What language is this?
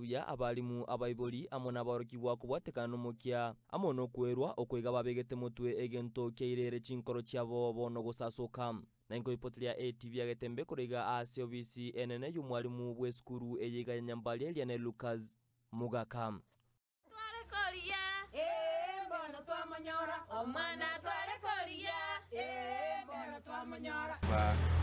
Gusii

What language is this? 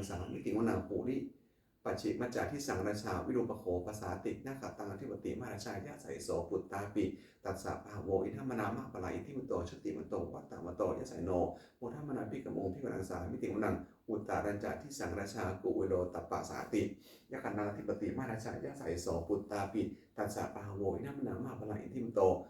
Pali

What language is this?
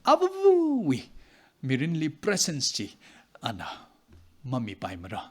Tangkhul Naga (India)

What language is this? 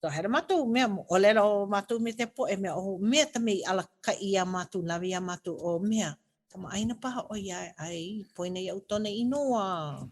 Hawaiian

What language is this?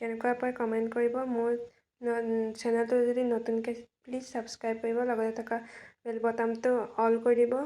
Assamese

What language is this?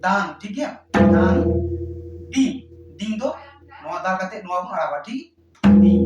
Santali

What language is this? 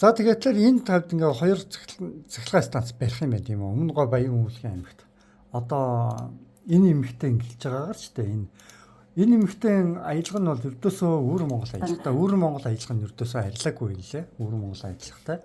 Mongolian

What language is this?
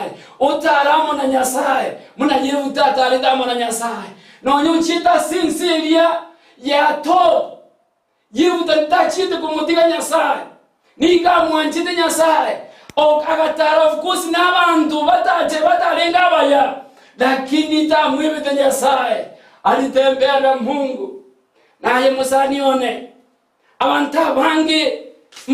Gusii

